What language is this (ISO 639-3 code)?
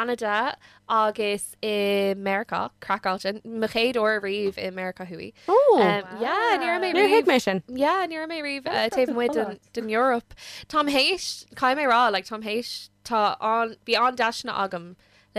gle